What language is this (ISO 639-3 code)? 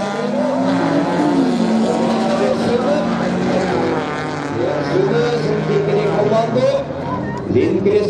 nor